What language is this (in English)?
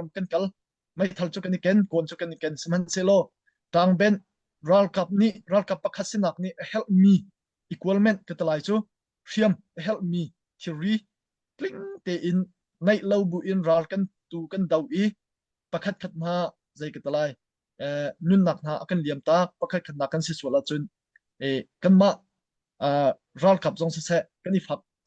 Hakha Chin